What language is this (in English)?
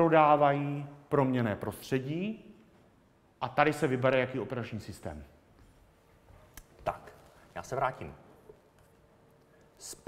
Czech